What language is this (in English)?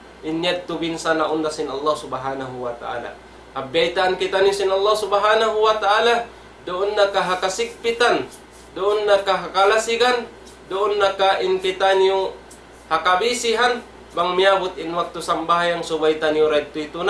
Tausug